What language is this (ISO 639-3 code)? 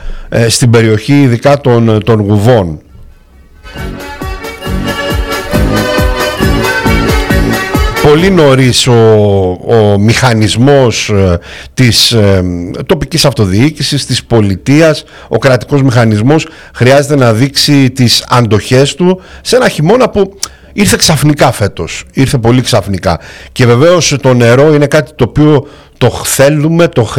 ell